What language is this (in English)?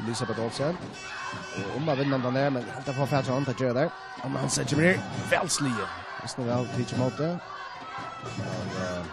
Faroese